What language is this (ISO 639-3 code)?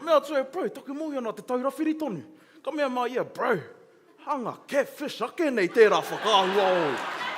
mri